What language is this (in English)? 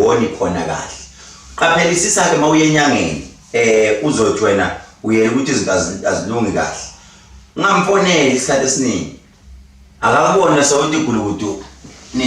Zulu